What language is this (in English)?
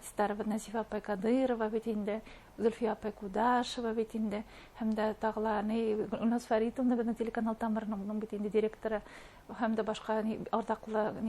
Bashkir